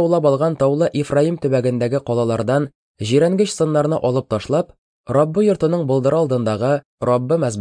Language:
Tatar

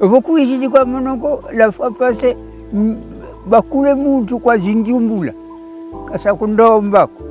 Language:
Kongo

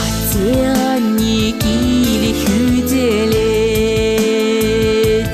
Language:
Chuvash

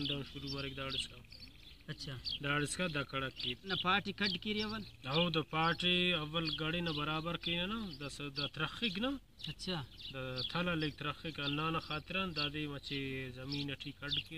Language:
Brahui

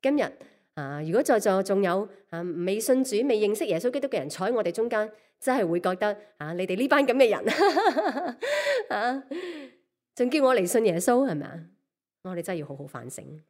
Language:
Cantonese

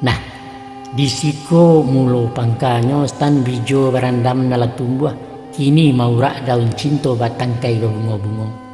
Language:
Minangkabau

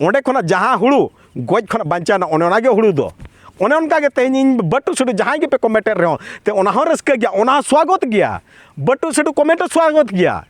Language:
Santali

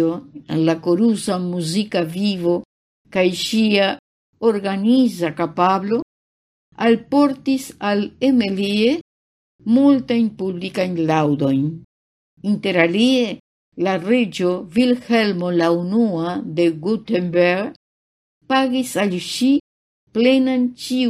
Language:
Esperanto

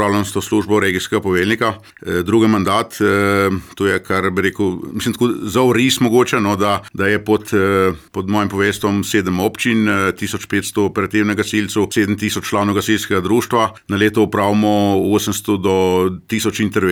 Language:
Slovenian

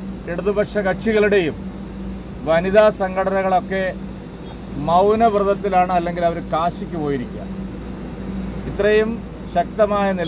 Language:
Malayalam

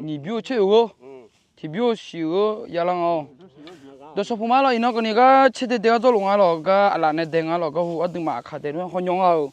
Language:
Akha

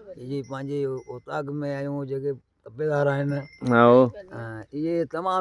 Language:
Sindhi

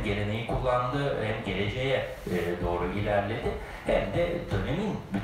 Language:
Turkish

